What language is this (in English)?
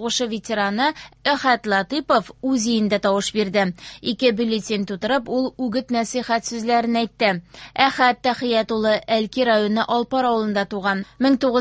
Tatar